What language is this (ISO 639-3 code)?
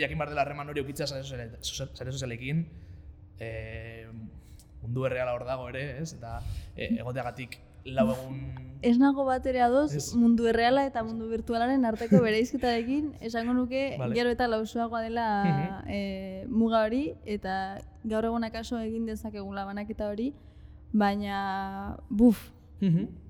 eus